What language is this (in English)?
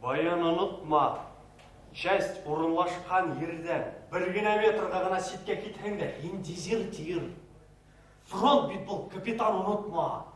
Bashkir